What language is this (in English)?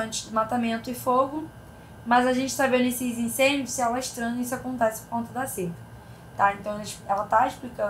Portuguese